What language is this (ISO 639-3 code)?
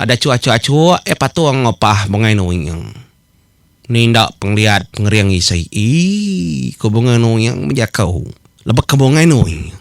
iba